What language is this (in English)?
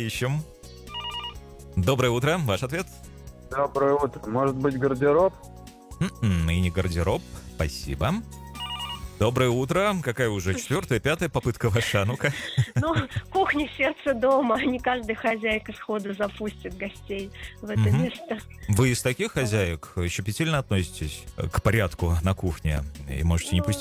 Russian